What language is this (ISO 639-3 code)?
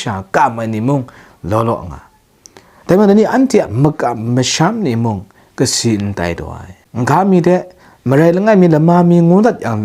kac